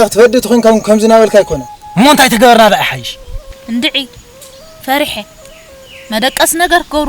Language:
Tigrinya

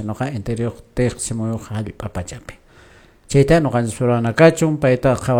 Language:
Quechua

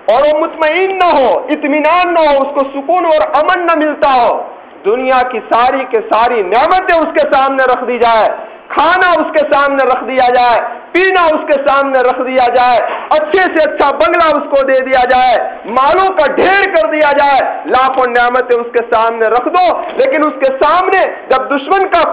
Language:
Urdu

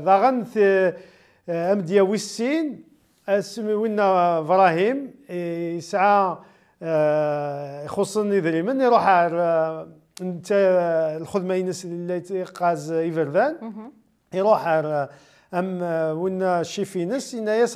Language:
Kabyle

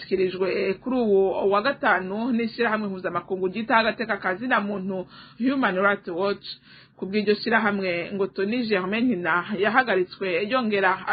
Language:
Rundi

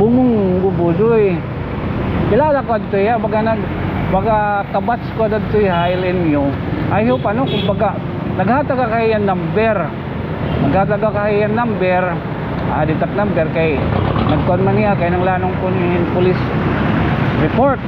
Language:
Waray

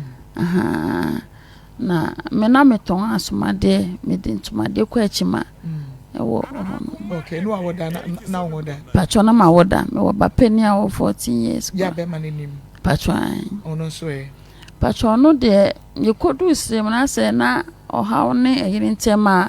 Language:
Akan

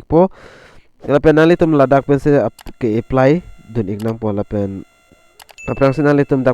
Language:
Karbi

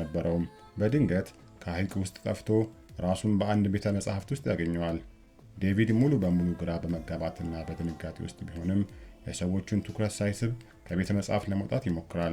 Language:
Amharic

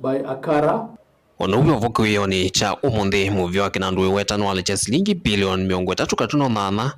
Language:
Kamba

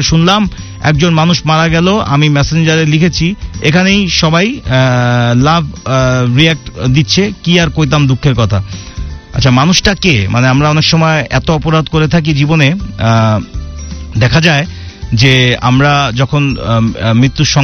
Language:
Bangla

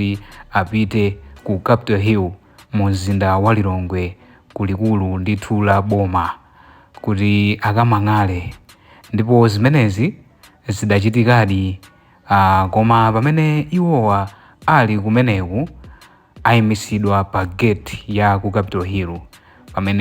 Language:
Nyanja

